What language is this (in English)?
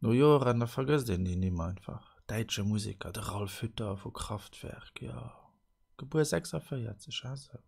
Luxembourgish